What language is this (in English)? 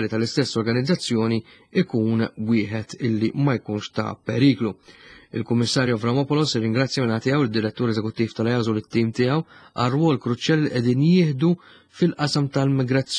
Maltese